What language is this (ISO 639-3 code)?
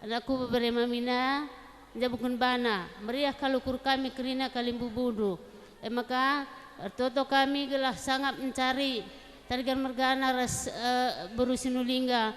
btx